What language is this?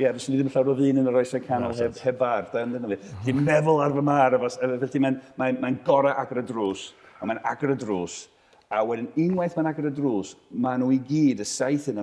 Welsh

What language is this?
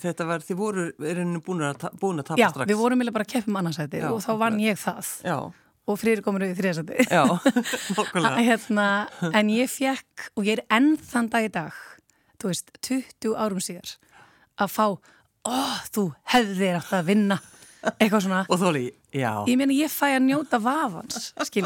Icelandic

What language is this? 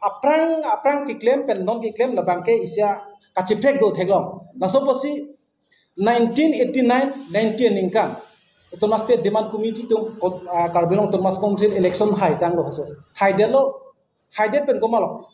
Karbi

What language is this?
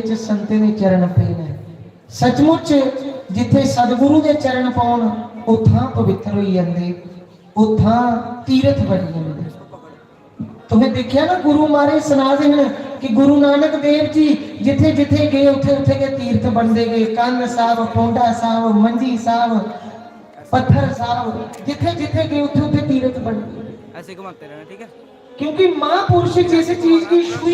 Dogri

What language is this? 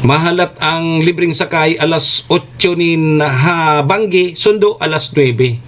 Bikol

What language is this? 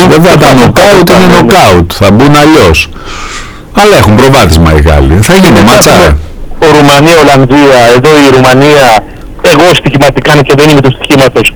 Greek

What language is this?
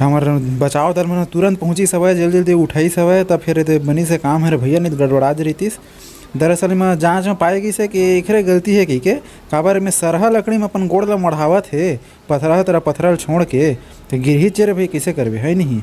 Chhattisgarhi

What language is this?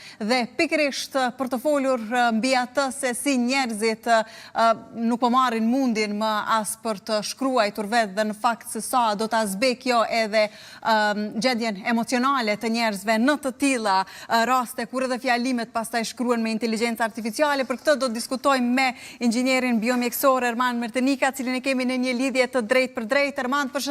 Albanian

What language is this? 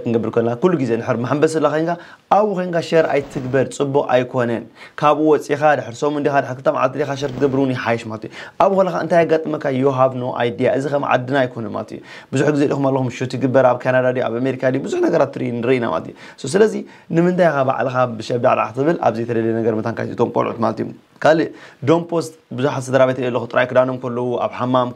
Tigrinya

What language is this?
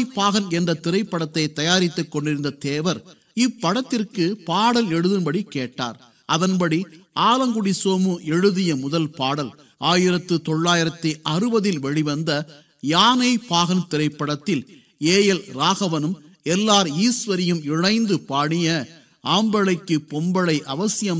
Tamil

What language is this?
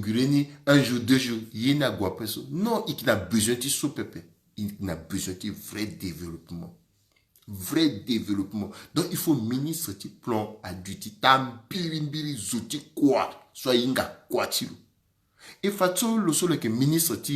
Sango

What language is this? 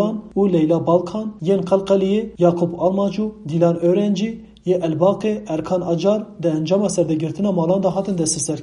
Kurdish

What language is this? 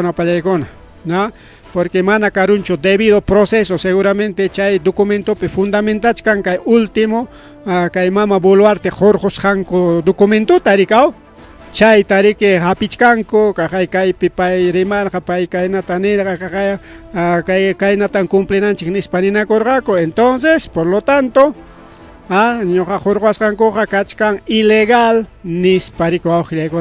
Ayacucho Quechua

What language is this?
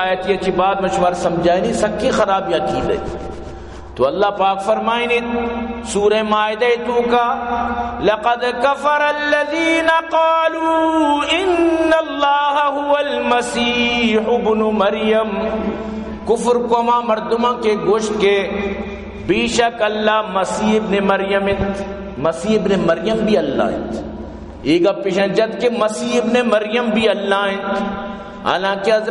Baluchi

